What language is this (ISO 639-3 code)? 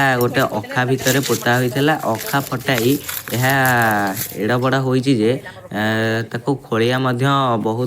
ori